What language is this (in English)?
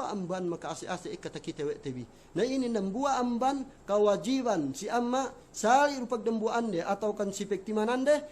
Yakan